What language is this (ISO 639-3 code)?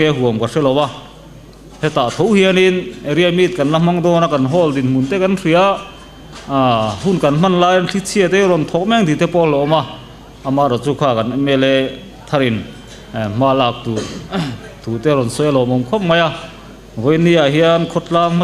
lus